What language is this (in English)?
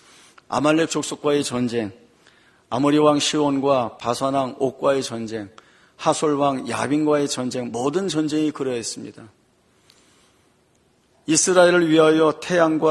Korean